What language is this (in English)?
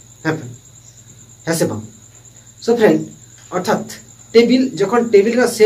Santali